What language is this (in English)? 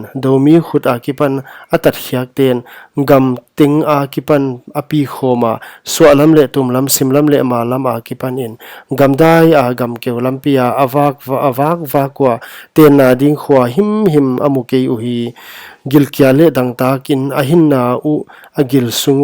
Paite Chin